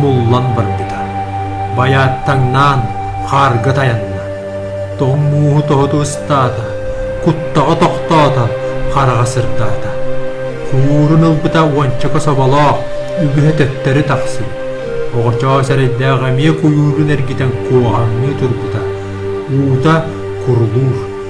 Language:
Yakut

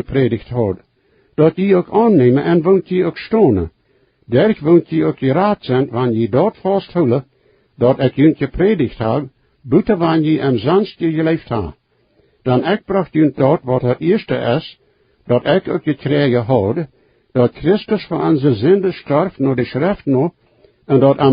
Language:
Plautdietsch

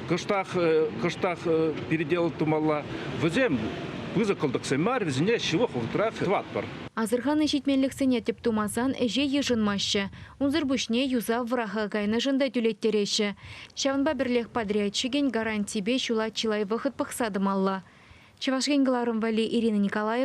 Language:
Chuvash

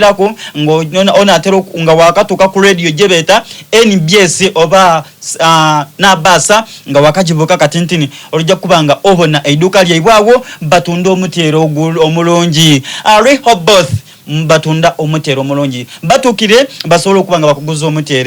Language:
Soga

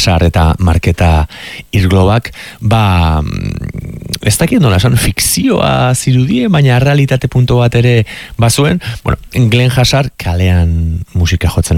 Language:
Basque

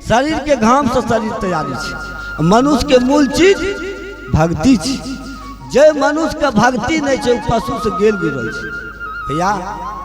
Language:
Maithili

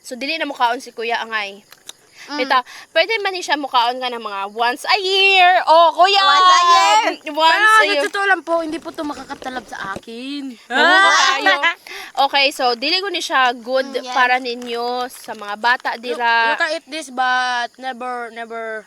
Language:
Cebuano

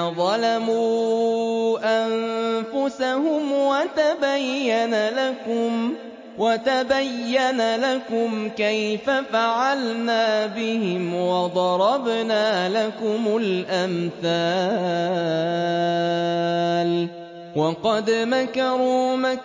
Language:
Arabic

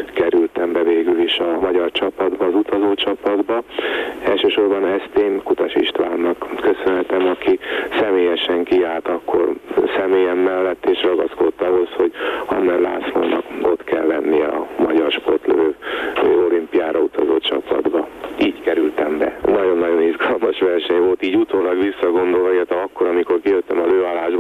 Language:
Hungarian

